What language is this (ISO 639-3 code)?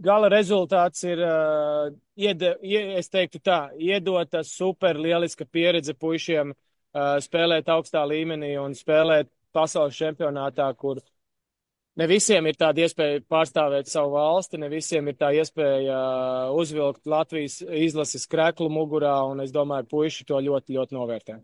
lav